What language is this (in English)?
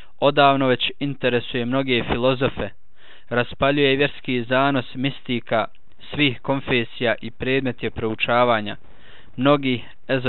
Bosnian